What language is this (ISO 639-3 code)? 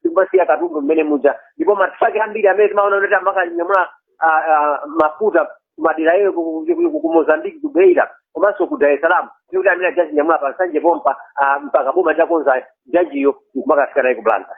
nya